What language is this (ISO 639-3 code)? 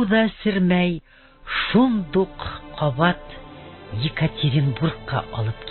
bak